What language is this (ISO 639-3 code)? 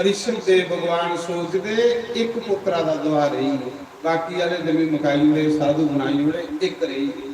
doi